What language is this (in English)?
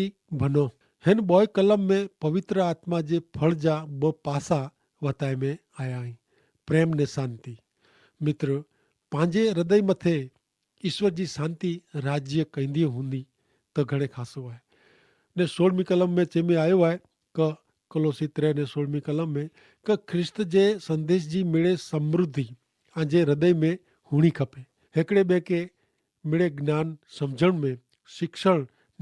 Kachhi